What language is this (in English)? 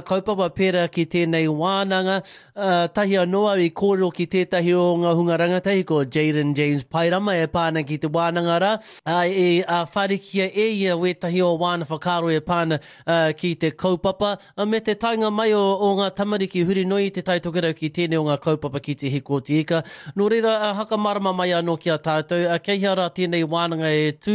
Māori